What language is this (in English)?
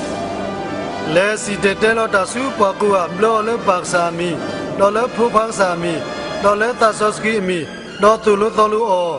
S'gaw Karen